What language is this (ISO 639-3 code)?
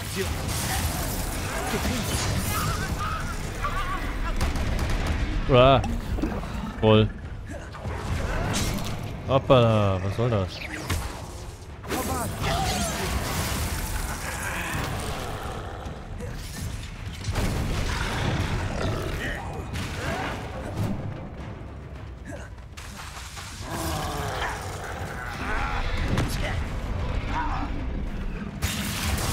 deu